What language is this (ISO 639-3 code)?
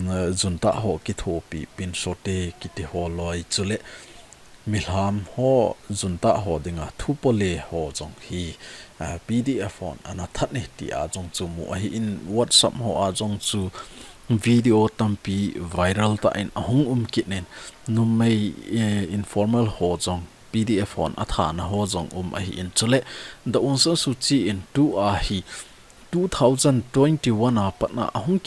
tcz